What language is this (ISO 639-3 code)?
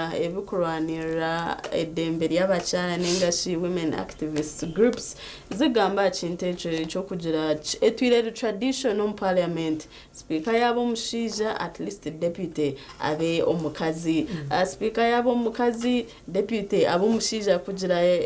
nyn